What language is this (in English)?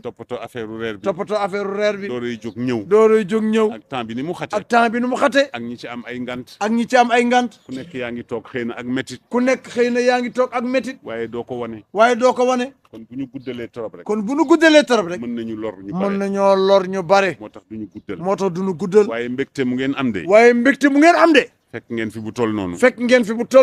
Wolof